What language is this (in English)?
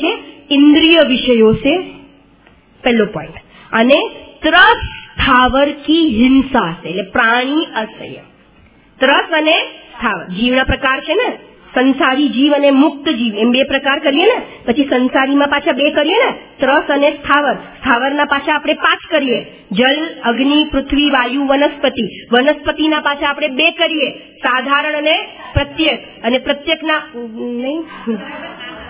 Gujarati